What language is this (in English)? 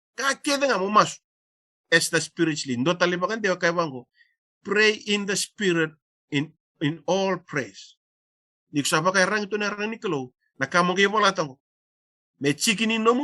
Fijian